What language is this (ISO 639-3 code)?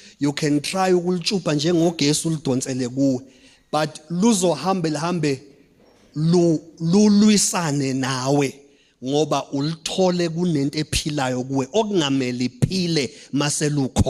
zul